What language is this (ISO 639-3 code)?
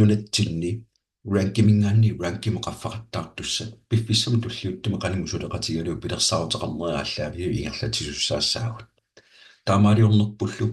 kal